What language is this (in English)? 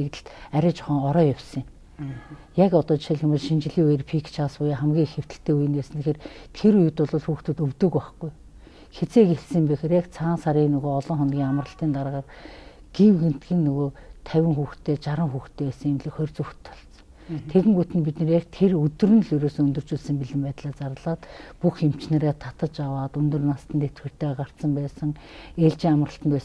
Mongolian